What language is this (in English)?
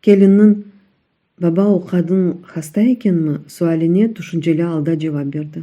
Crimean Tatar